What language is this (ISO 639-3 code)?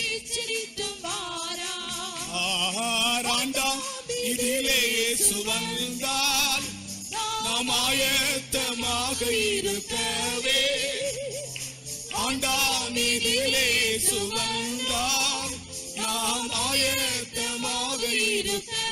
tam